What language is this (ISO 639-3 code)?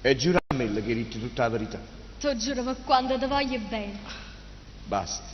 nap